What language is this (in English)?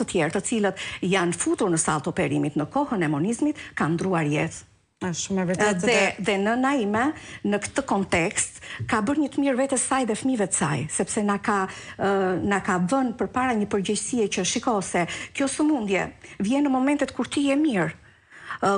Albanian